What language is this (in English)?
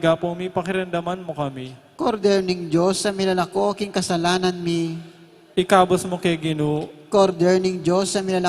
Pampanga